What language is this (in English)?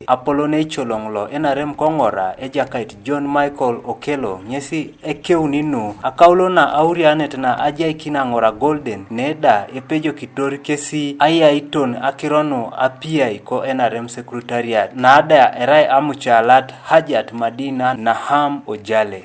Teso